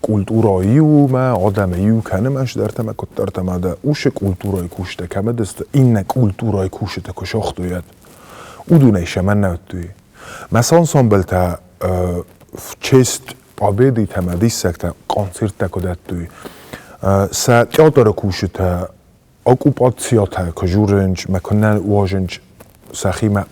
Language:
Ossetic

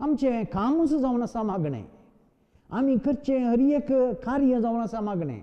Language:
Konkani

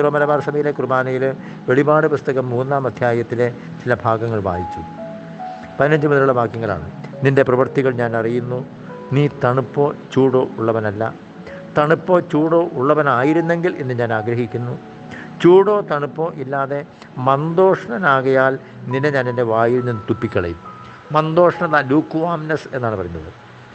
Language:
Malayalam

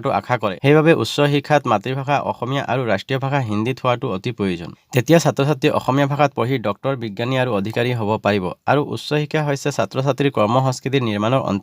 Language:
Assamese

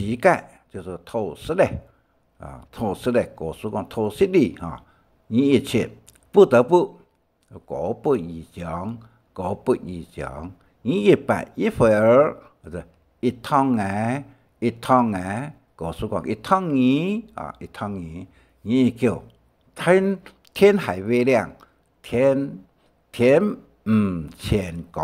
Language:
Hakka Chinese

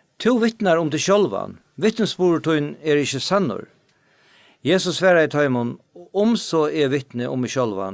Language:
Faroese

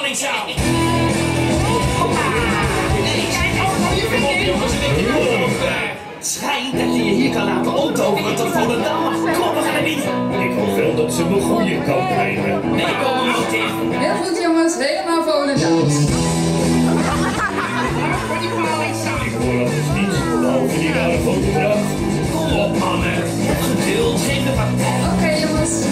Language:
Dutch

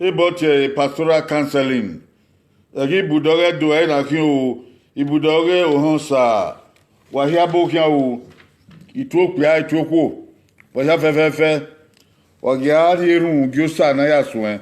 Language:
Bini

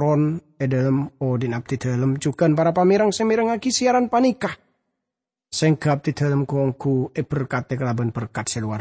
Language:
Madurese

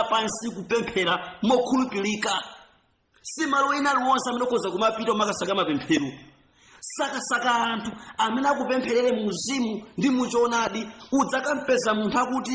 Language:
Nyanja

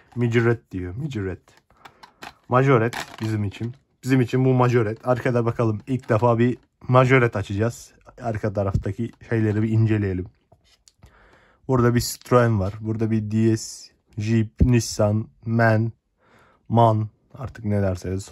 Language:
Turkish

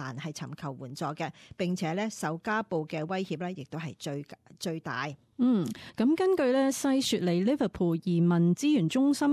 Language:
Cantonese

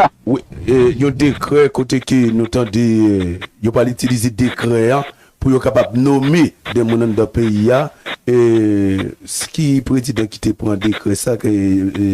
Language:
Haitian Creole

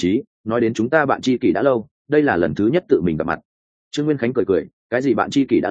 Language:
Vietnamese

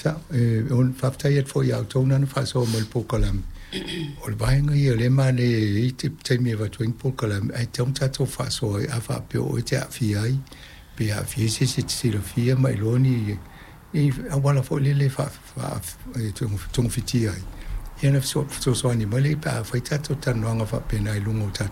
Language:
Samoan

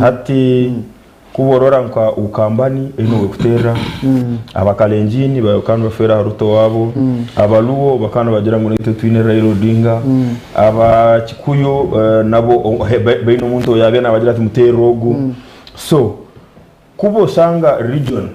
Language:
Nyankole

